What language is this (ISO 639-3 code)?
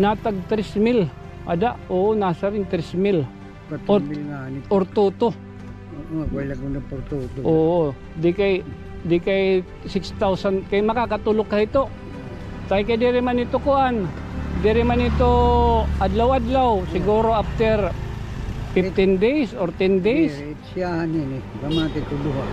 war